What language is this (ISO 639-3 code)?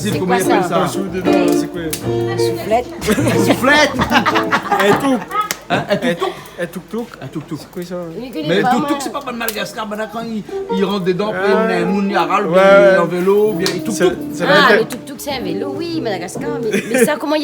rcf